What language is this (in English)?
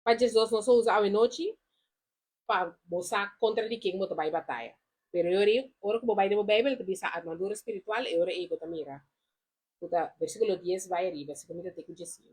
Papiamento